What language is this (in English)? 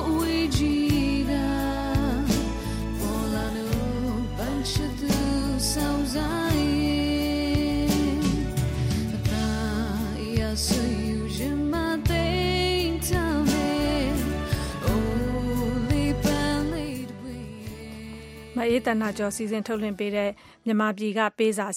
Burmese